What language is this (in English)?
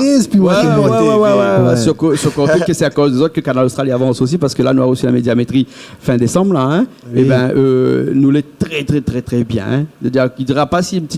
Réunion Creole French